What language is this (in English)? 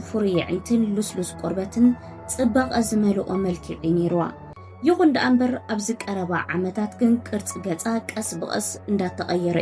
Tigrinya